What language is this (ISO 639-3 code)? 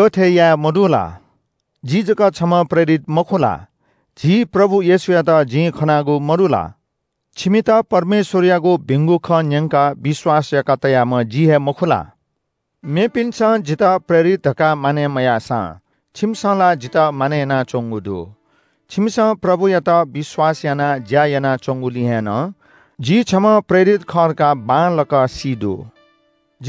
new